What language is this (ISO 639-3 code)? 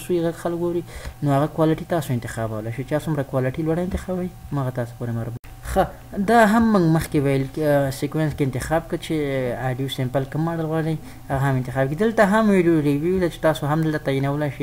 pus